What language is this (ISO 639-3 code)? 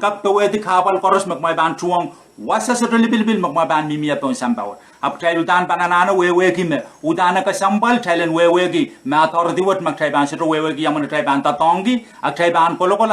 pon